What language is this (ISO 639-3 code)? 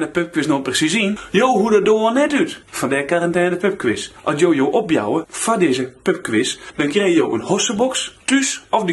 fry